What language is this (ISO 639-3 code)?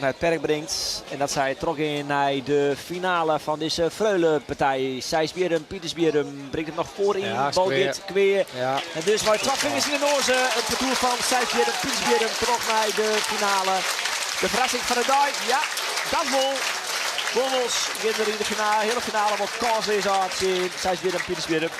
fry